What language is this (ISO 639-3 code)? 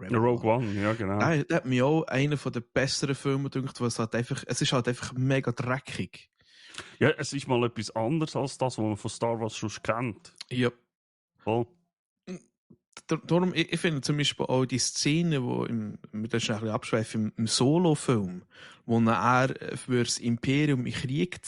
gsw